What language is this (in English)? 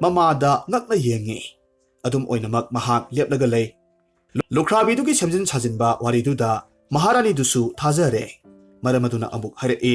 Manipuri